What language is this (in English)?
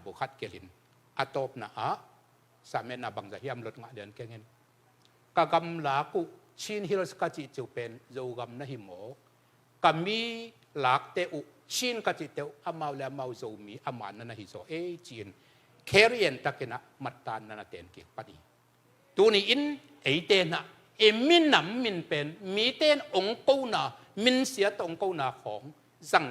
Tedim Chin